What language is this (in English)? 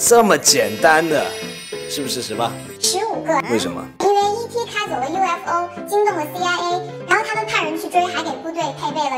Chinese